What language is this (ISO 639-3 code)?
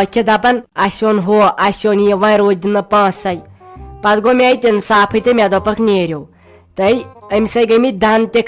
kas